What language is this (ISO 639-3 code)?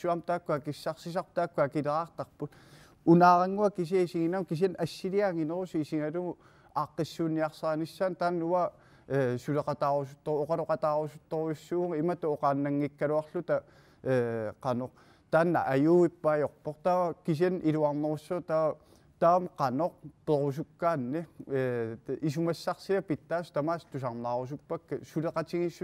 kal